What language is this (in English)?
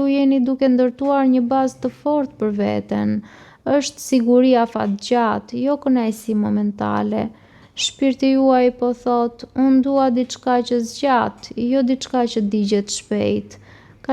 Albanian